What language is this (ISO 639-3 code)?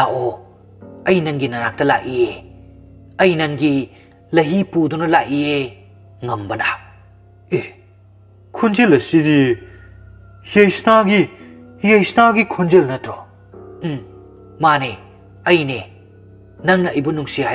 mni